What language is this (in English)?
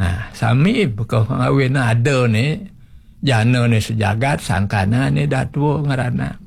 Balinese